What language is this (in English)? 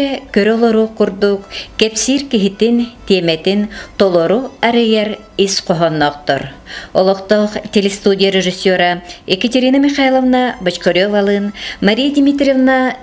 Yakut